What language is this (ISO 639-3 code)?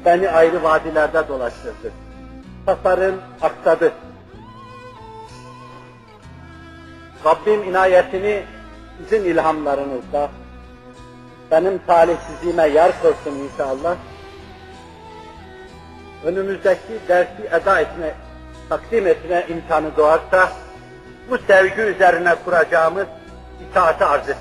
tur